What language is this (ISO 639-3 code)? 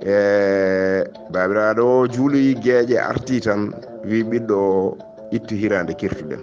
ful